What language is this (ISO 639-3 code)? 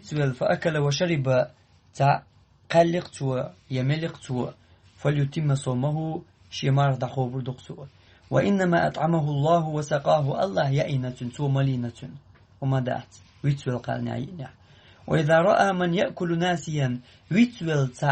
che